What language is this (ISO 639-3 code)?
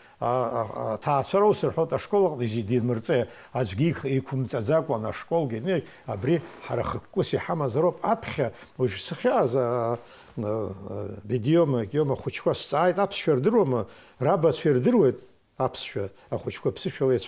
abk